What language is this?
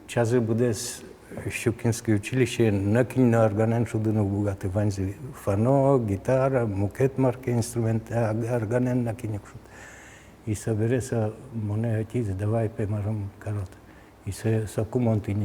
Udmurt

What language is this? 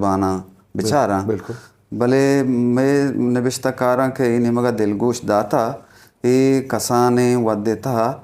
Eastern Balochi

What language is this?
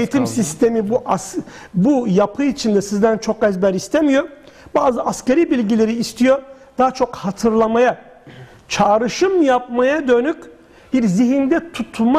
Turkish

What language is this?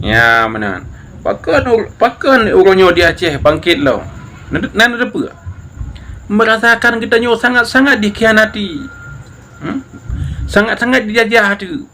Achinese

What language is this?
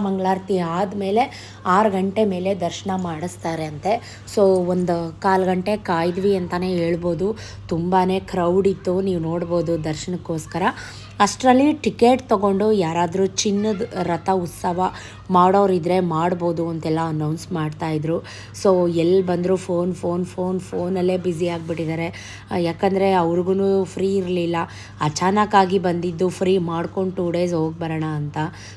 Kannada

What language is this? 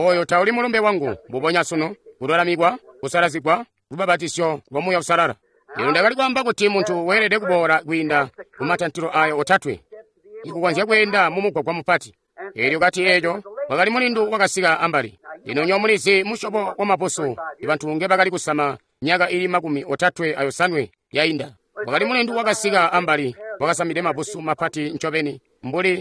Tonga (Zambia)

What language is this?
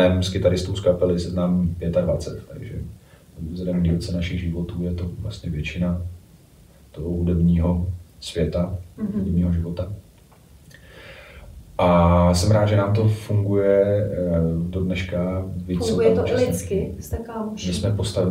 Czech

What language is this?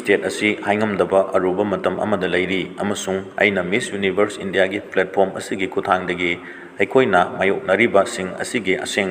Manipuri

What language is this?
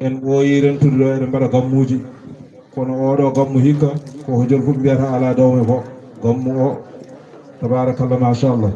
Fula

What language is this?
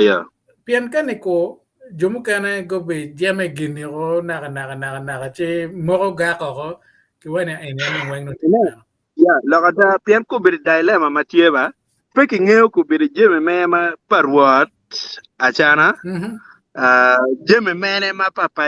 Acoli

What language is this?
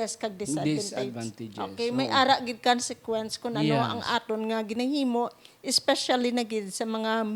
Hiligaynon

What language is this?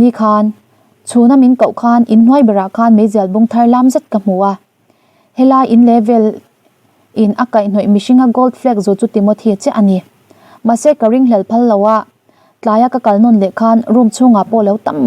Mizo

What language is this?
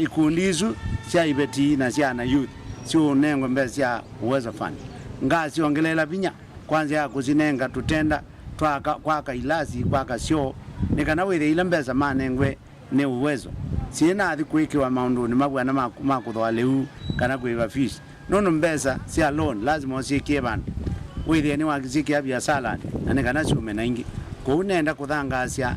Kamba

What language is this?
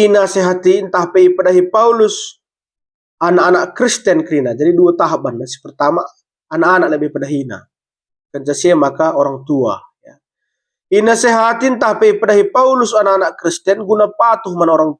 Batak Karo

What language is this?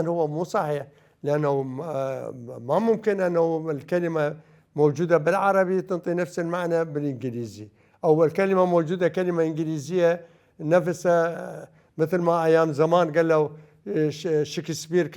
Mesopotamian Arabic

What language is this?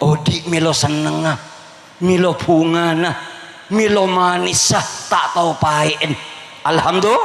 Madurese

